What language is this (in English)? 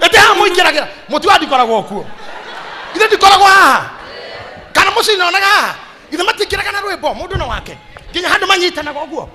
Kikuyu